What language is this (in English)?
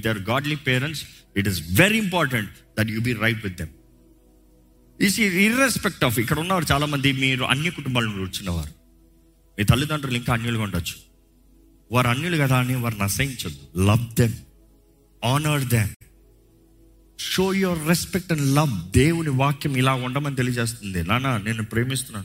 Telugu